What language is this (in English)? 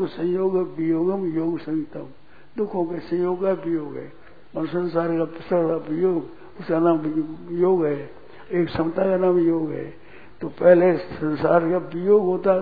Hindi